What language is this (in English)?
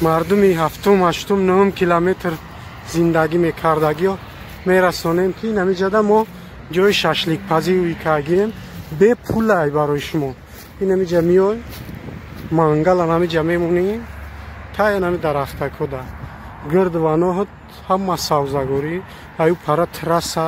Tajik